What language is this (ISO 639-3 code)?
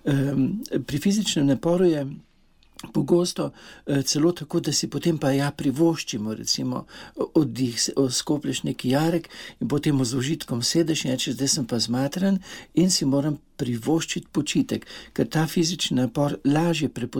slv